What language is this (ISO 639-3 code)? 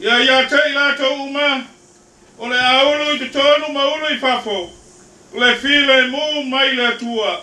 smo